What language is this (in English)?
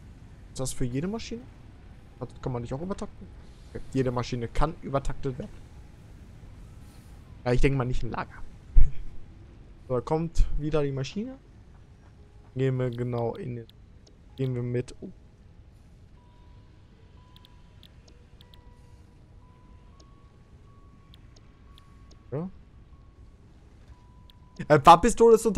German